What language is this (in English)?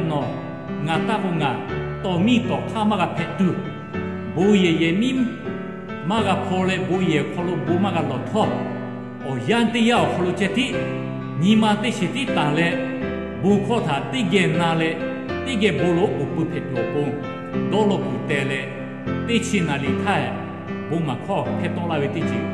Lahu